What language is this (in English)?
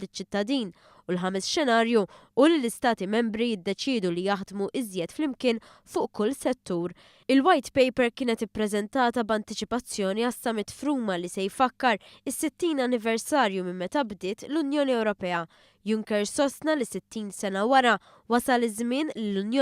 Maltese